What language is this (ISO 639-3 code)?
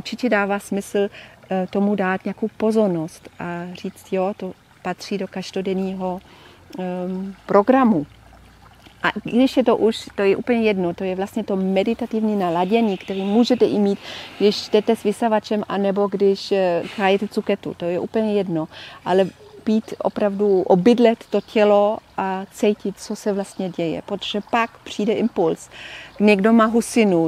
ces